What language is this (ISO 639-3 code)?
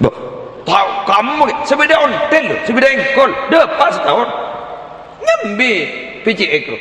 mad